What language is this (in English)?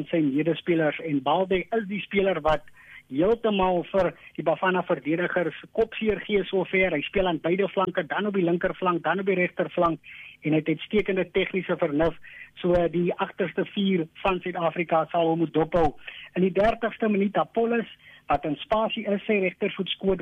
Afrikaans